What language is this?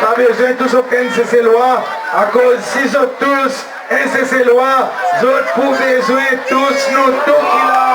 Seselwa Creole French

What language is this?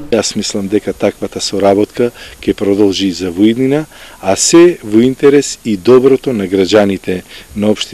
Macedonian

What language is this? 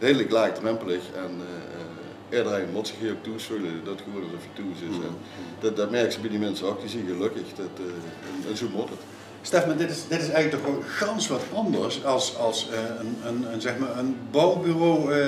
Limburgish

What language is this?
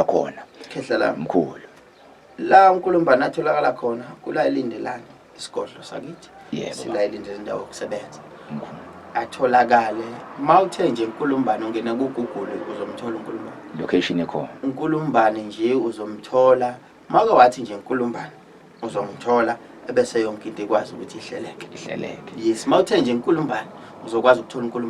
Zulu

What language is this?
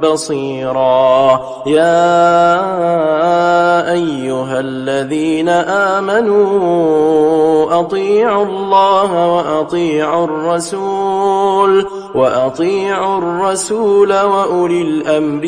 Arabic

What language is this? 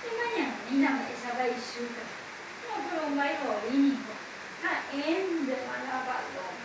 Guarani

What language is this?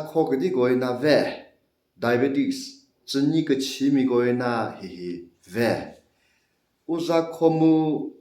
Chokri Naga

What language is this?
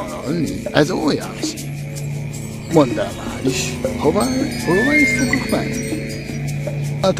Hungarian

